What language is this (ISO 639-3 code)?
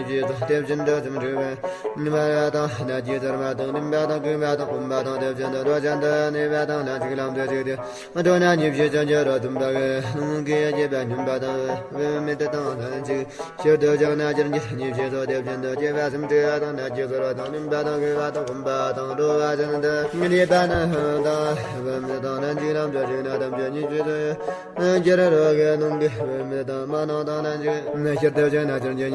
bod